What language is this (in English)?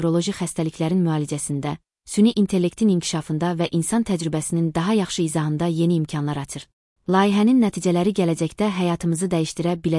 Azerbaijani